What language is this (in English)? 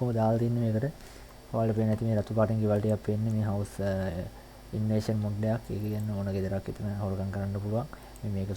Sinhala